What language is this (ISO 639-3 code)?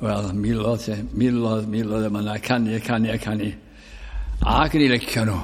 cym